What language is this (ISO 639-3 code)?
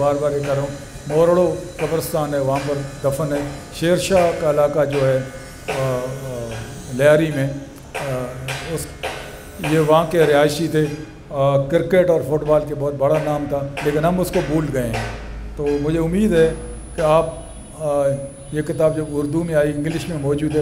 urd